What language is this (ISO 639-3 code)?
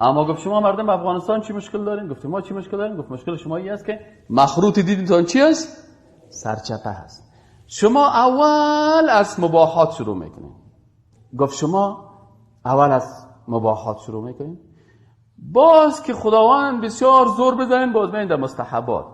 fas